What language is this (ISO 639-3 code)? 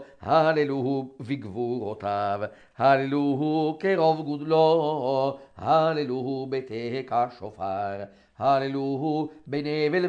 heb